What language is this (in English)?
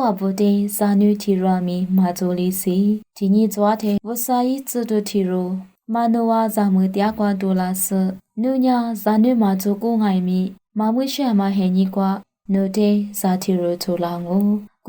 Lisu